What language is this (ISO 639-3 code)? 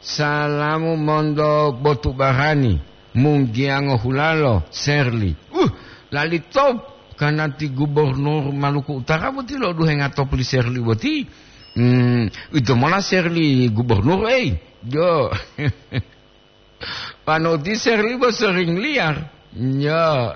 gor